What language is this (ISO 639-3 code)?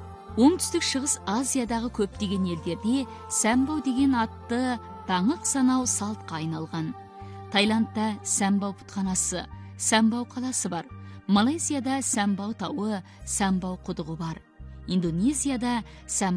kaz